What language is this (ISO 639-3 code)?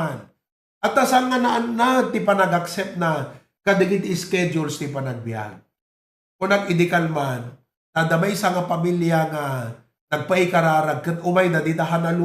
ilo